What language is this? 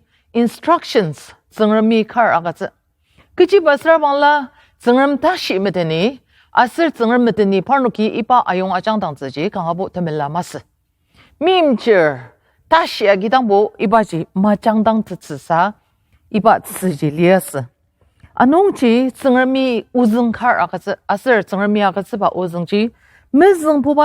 Ao Naga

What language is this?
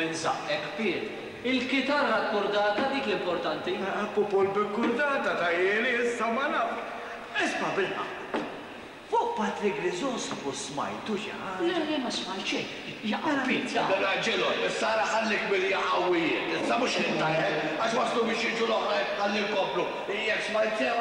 Maltese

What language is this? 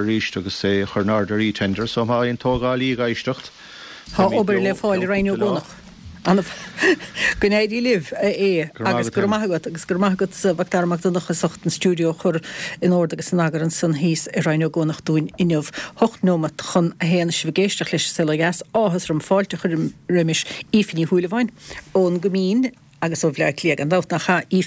Irish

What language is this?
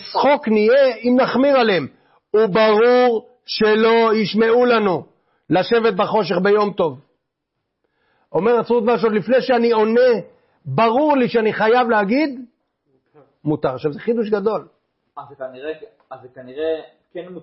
Hebrew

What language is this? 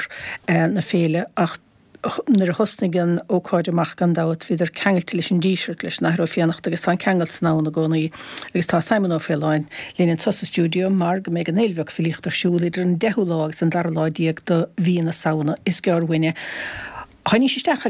Irish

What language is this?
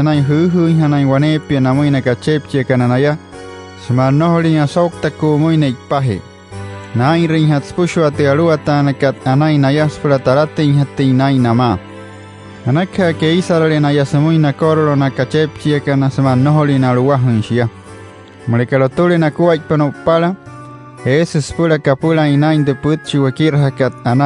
Wayuu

